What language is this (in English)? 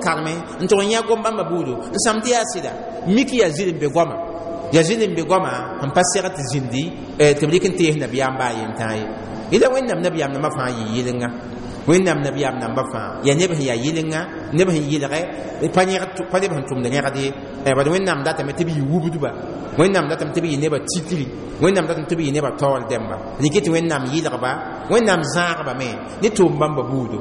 Mossi